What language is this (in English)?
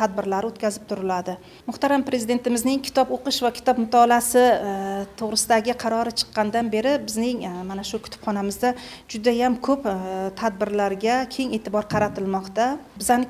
Uzbek